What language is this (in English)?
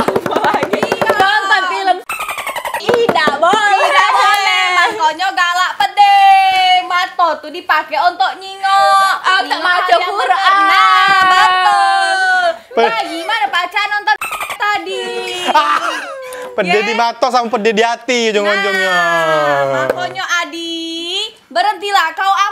Musi